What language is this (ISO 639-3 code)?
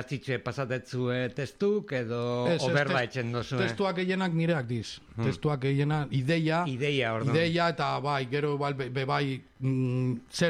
eus